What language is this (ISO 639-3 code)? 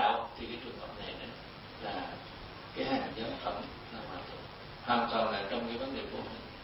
vie